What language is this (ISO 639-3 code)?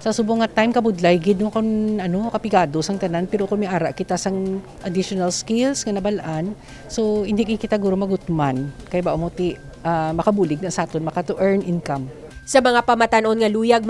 hil